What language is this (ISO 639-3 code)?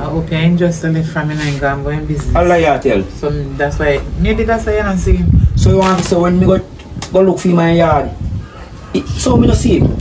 jam